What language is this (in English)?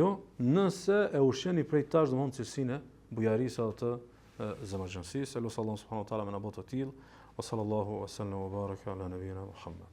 Albanian